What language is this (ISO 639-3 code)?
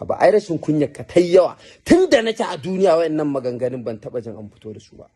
hau